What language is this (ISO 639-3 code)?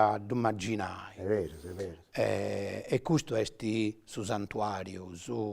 srd